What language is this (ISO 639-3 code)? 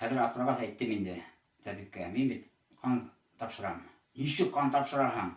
bak